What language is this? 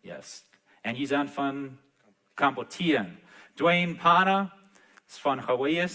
Plautdietsch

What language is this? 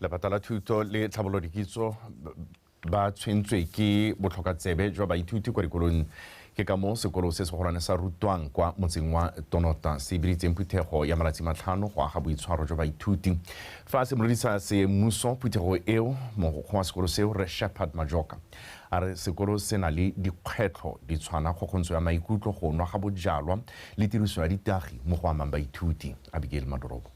Tswana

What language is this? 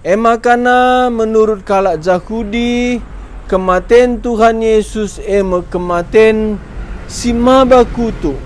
Batak Karo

